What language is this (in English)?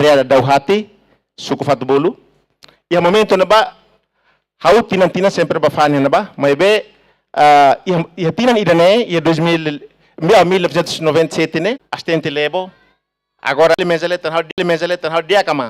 Tetum